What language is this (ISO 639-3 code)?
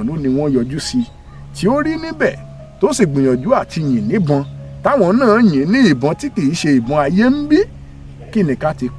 yor